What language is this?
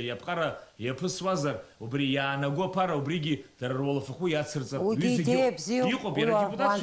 Abkhazian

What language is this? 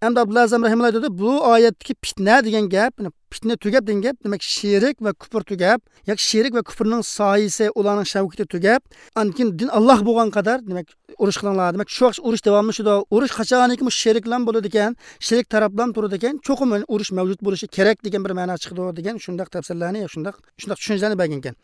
Uyghur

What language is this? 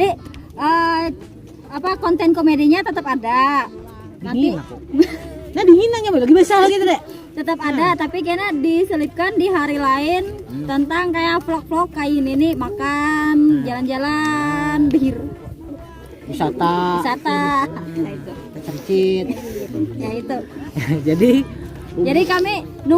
Banjar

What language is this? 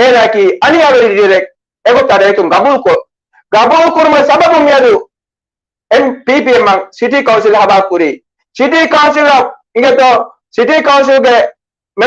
Divehi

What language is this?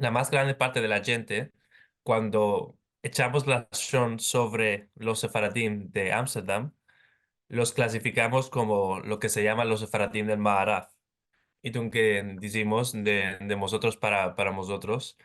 Ladino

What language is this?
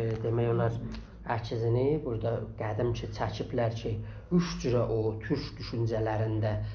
South Azerbaijani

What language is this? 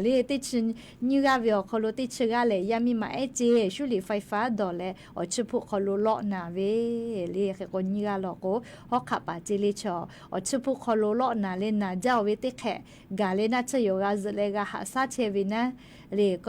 Lahu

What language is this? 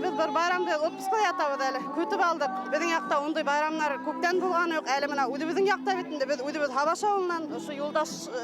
Bashkir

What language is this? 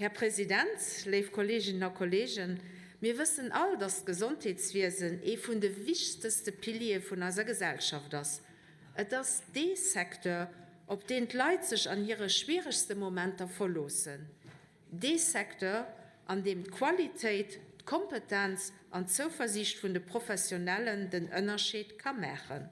Luxembourgish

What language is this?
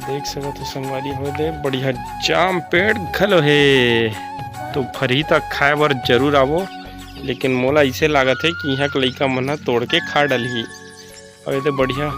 Chhattisgarhi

